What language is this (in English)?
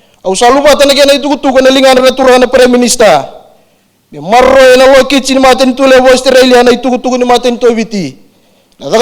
Fijian